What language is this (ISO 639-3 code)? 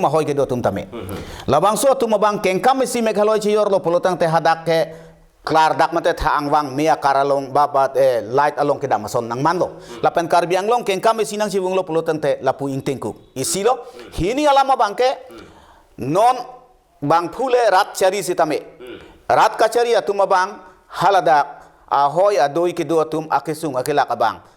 mjw